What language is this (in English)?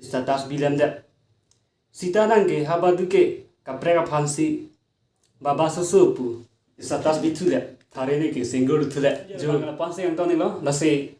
Karbi